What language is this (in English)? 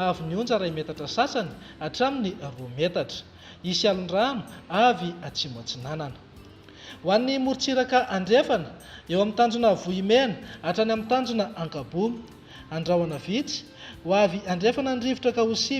Malagasy